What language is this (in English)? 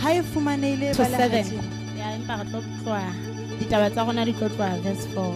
Southern Sotho